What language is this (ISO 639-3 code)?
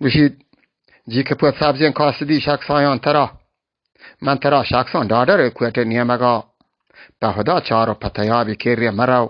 bal